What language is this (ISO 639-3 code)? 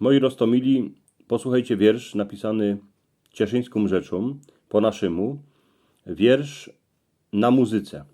szl